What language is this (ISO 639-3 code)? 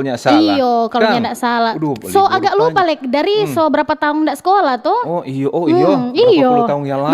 xmm